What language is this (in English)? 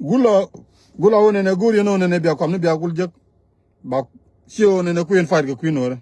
Nuer